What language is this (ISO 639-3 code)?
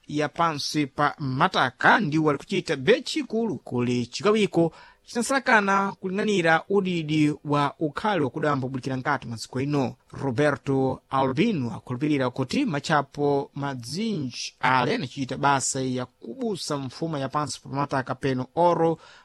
seh